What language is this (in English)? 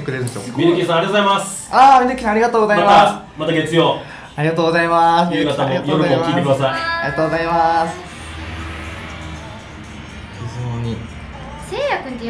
Japanese